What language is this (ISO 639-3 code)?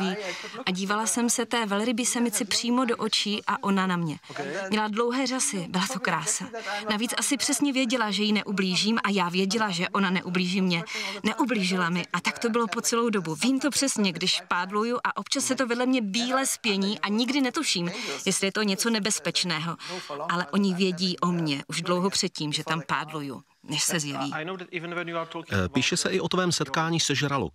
ces